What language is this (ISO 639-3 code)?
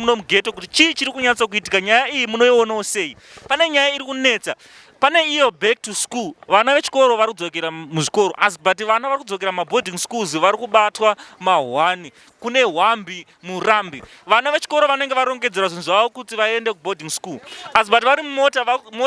sna